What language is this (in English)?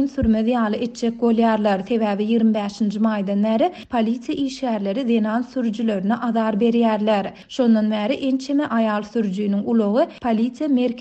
Turkmen